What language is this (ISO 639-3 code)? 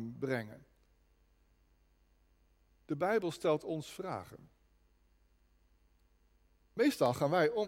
nld